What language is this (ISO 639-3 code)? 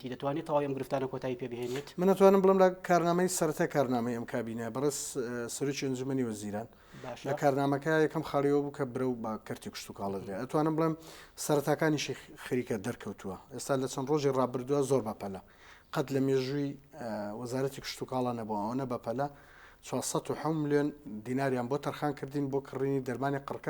ckb